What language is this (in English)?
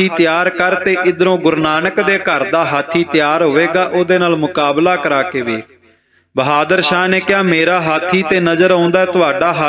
Punjabi